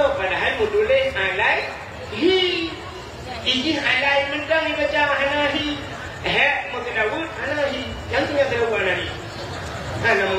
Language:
Achinese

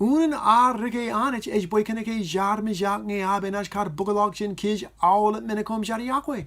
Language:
Marshallese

